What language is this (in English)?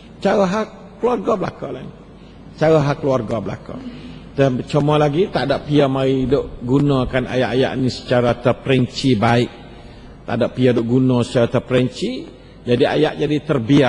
Malay